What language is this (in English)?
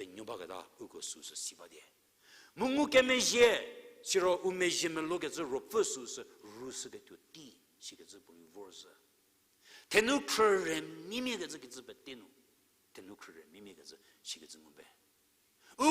Angami Naga